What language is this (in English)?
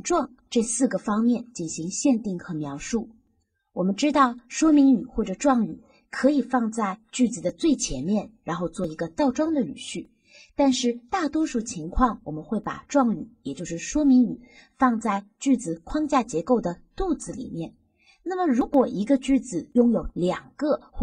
Chinese